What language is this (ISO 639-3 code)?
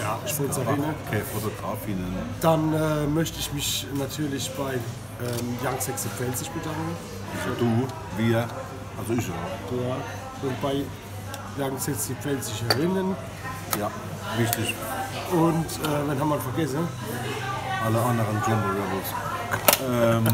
pfl